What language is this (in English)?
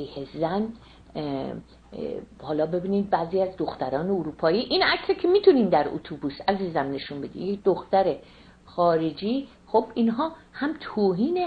Persian